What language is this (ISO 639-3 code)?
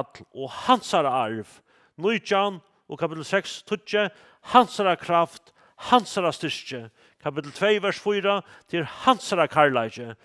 fao